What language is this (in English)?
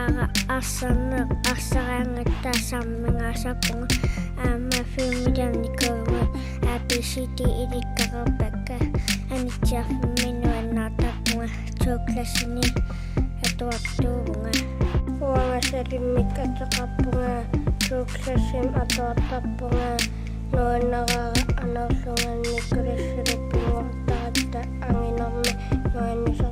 Kalaallisut